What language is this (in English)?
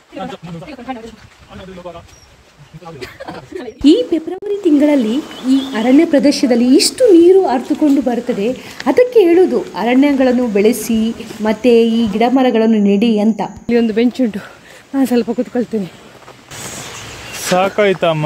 Kannada